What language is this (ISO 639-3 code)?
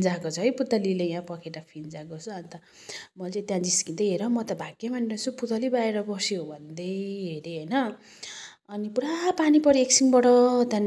nep